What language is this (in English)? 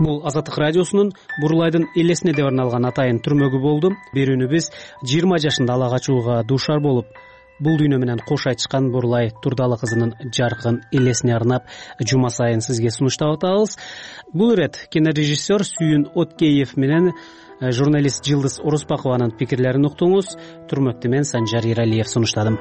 Kyrgyz